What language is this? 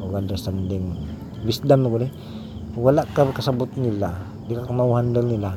Cebuano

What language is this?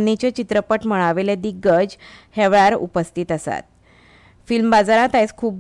Konkani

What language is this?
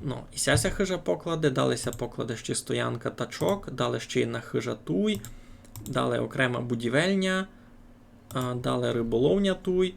Rusyn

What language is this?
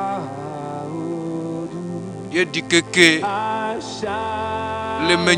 Ewe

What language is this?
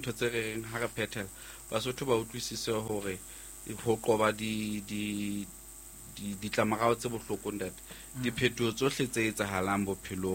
Southern Sotho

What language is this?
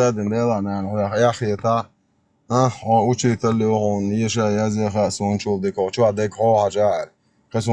Chechen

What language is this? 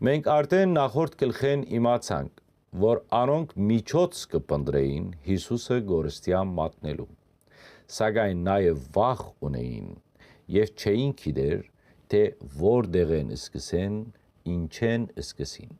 Western Armenian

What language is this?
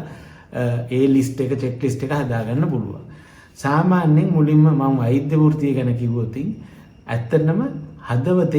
Sinhala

